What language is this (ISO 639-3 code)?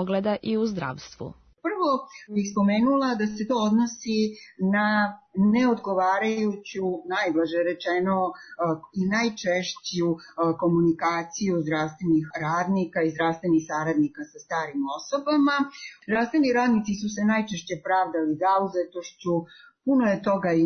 srp